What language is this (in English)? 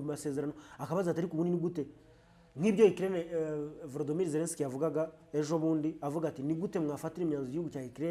Kinyarwanda